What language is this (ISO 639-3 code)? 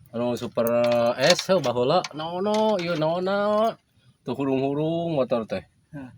sun